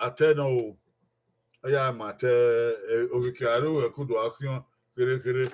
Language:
Bini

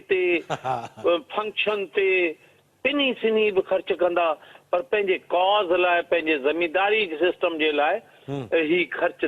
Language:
Sindhi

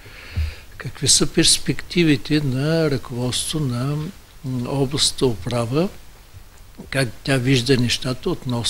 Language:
Bulgarian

